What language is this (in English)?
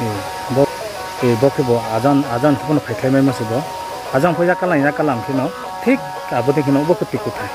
Riang (India)